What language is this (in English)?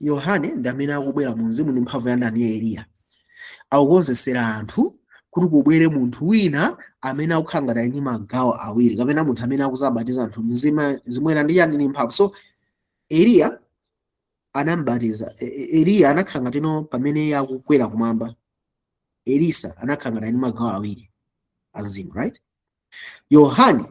Nyanja